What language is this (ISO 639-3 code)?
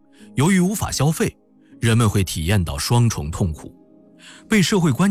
zho